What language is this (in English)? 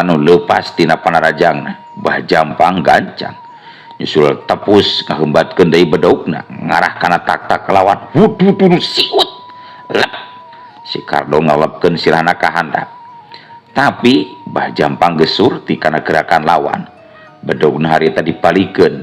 Sundanese